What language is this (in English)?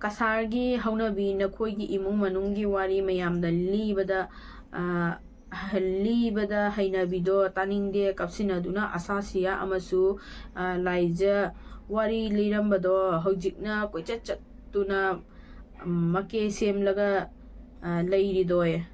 Manipuri